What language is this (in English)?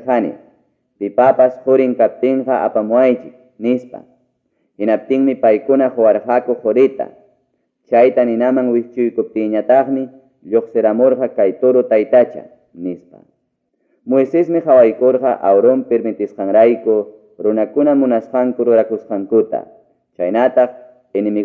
Ayacucho Quechua